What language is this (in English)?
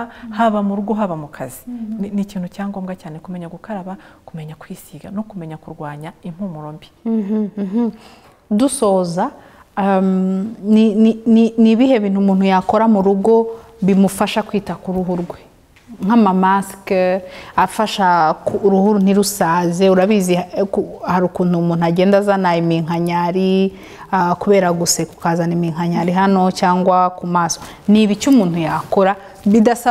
Kinyarwanda